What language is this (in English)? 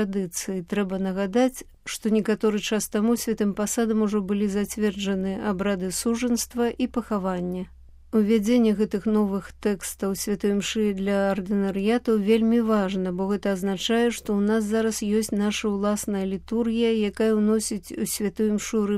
Belarusian